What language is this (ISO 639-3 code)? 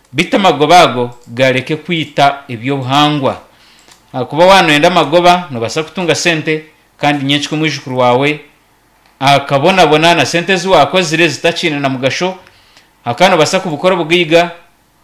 nyn